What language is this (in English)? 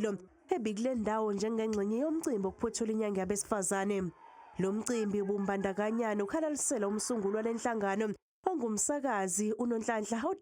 Zulu